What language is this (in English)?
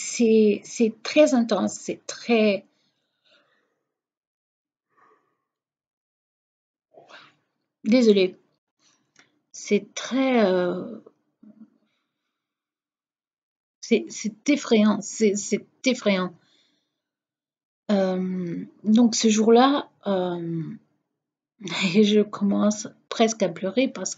French